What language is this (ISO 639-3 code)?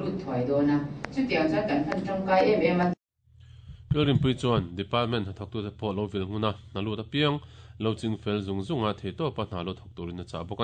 lus